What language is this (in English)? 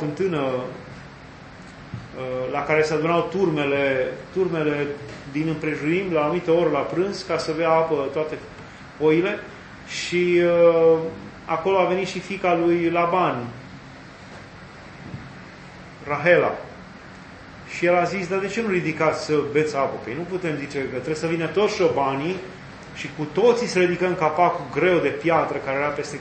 Romanian